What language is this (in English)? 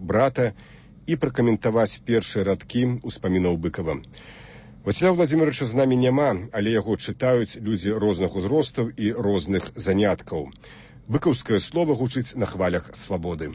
Belarusian